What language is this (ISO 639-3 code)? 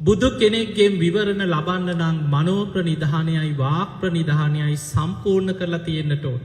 sin